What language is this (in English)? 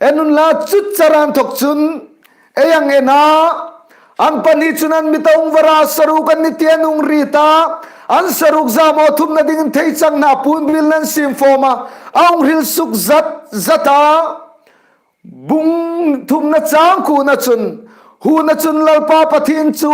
Hmar